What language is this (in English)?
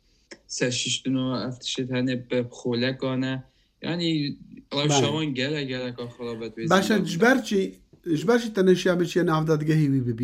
Kurdish